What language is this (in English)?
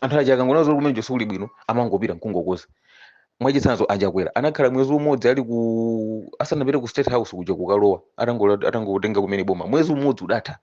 Nyanja